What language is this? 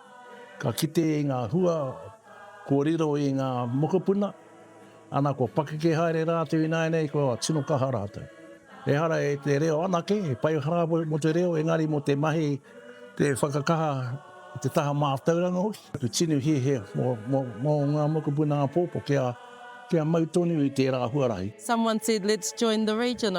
Māori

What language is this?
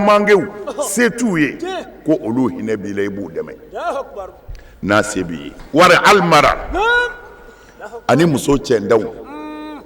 Bambara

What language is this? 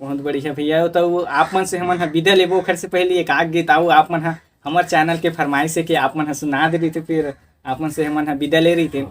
Chhattisgarhi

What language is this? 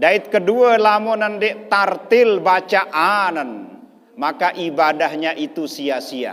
Sasak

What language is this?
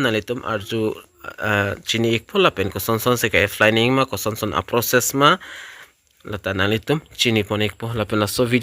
Karbi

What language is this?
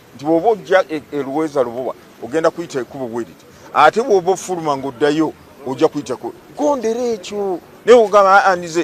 Ganda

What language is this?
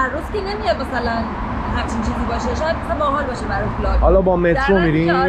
Persian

